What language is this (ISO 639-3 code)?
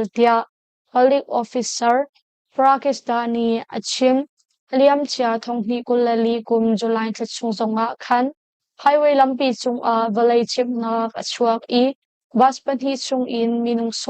cnh